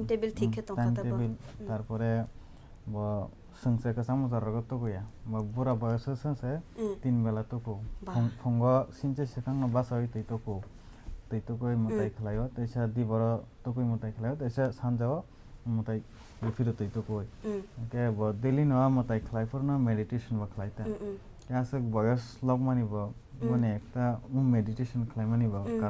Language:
Kok Borok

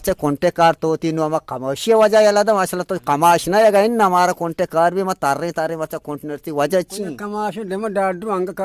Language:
Eastern Balochi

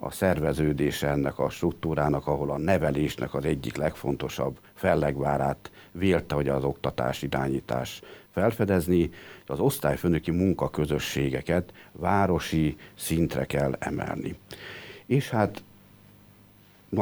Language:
Hungarian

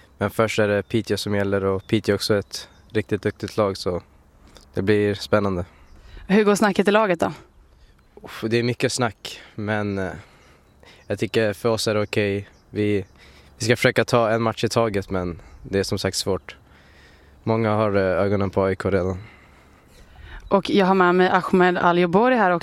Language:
Swedish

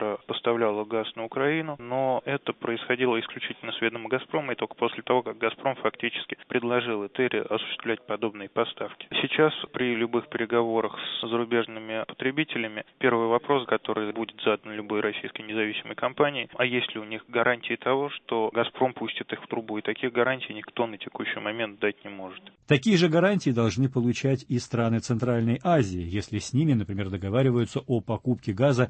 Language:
Russian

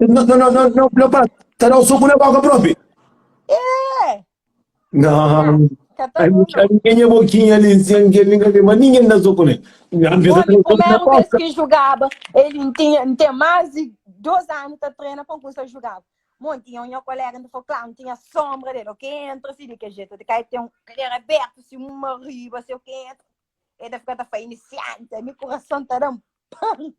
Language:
Kabuverdianu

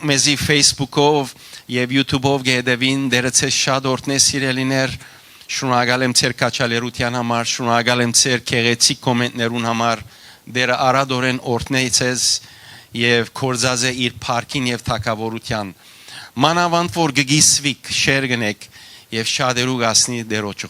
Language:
Western Armenian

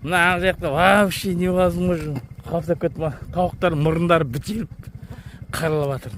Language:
Kazakh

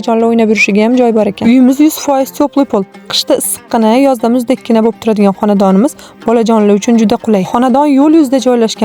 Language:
Uzbek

